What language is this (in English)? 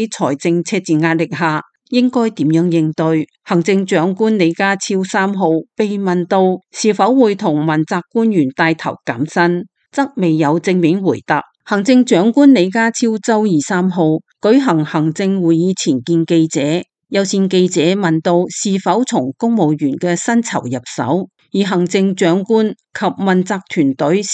Cantonese